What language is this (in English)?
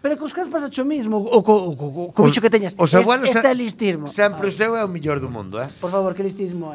Galician